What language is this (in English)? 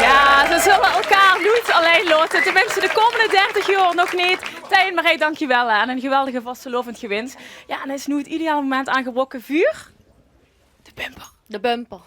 Limburgish